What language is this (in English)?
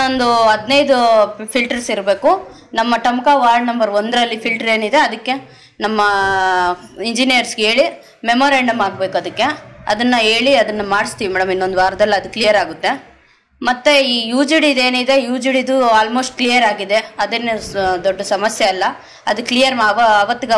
Kannada